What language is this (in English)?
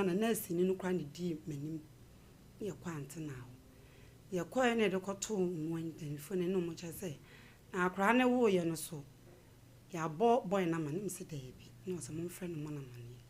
Akan